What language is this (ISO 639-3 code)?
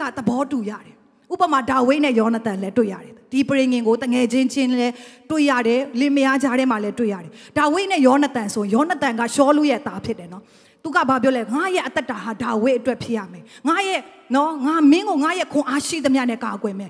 mya